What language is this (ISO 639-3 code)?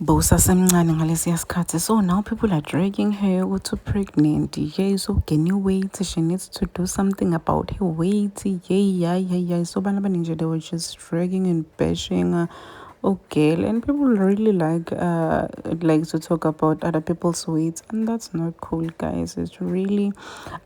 zul